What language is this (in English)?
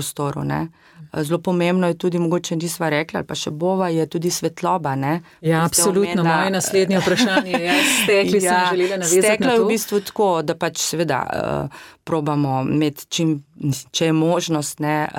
Slovenian